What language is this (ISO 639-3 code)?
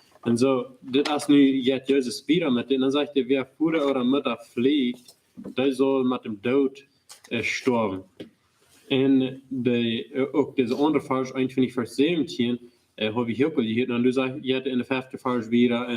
pdt